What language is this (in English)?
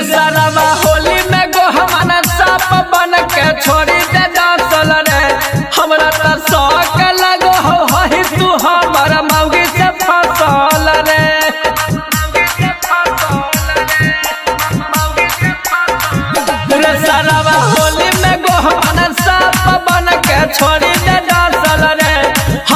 Bhojpuri